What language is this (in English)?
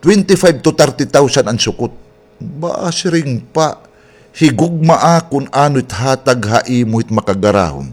Waray